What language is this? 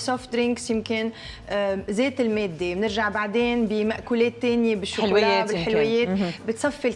North Levantine Arabic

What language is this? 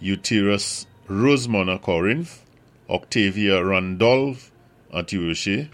Saint Lucian Creole French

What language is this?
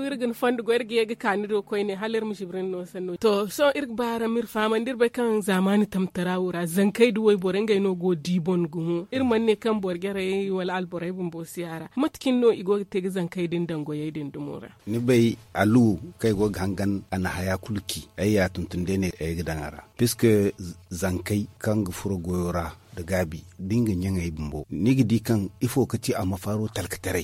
Zarma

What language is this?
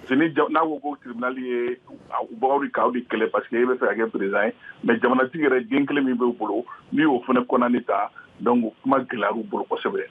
Bambara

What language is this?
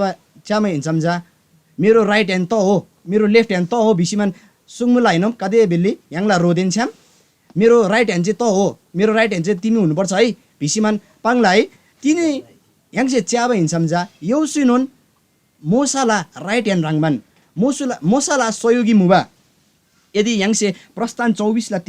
Eastern Tamang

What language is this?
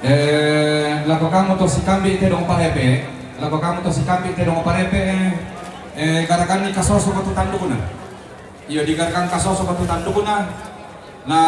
Toraja-Sa'dan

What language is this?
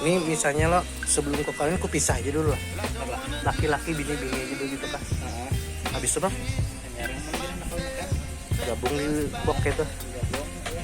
Banjar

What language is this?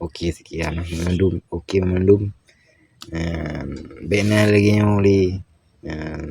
Achinese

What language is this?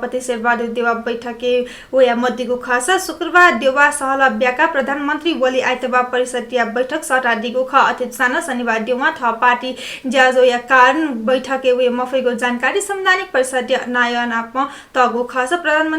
Newari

